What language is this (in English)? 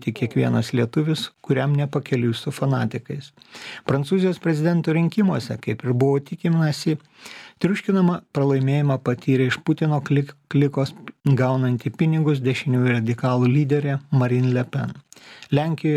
Lithuanian